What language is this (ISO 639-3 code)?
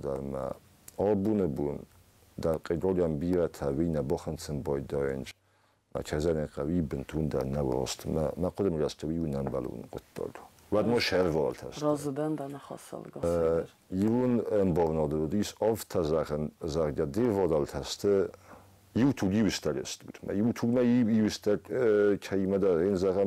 oss